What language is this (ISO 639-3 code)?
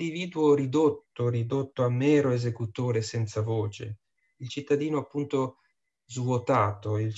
ita